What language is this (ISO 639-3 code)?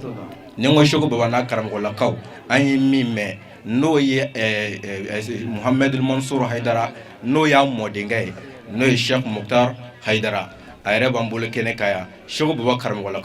bam